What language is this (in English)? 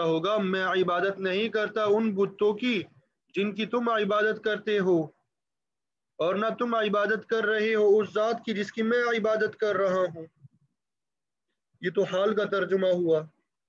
Urdu